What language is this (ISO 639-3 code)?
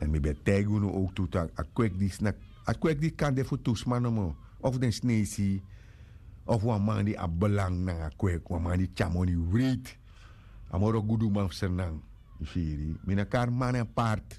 srn